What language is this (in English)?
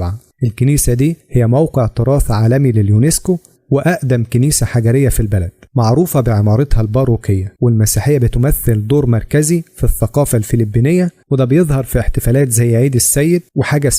Egyptian Arabic